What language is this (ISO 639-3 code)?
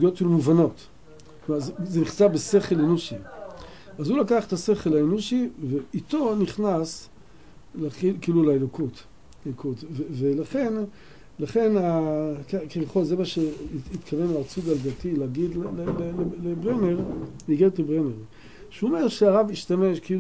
heb